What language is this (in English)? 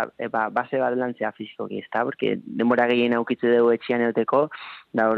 Basque